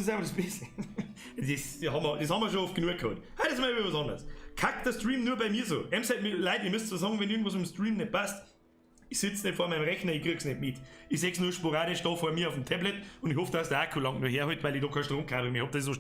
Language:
Bavarian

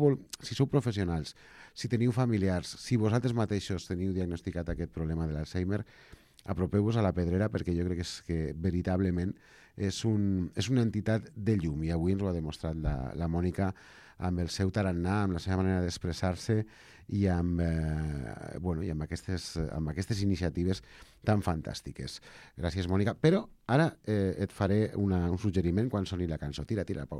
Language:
Catalan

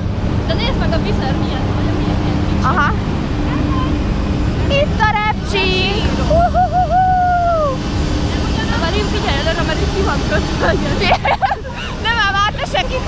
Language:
Hungarian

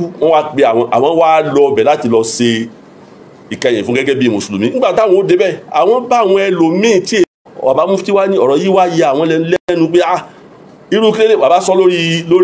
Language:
Yoruba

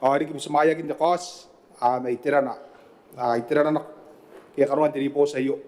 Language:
Gilbertese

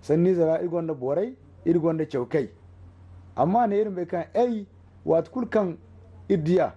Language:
Zarma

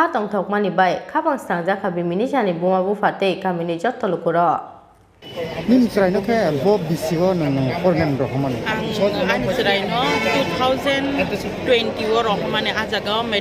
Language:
Kok Borok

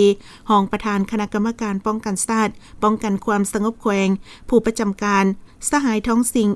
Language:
Lao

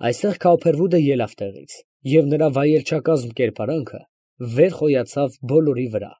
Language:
Armenian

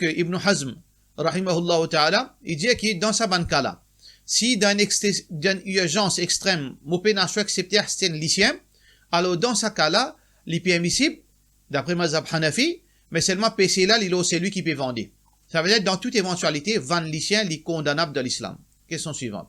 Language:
Morisyen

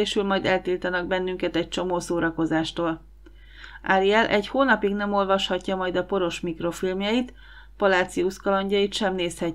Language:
Hungarian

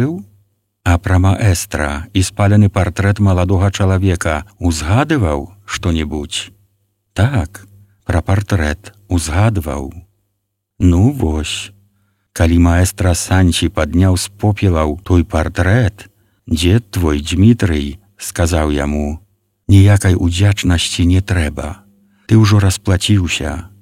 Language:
Belarusian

